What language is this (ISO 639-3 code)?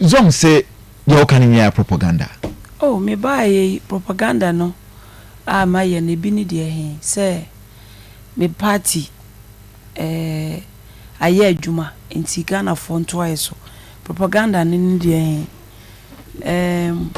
aka